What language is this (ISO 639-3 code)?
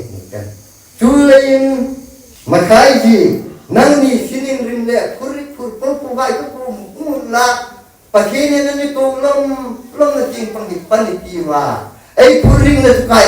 hmr